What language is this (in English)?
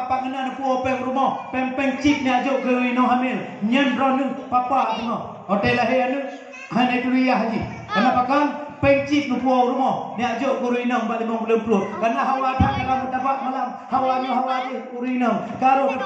Achinese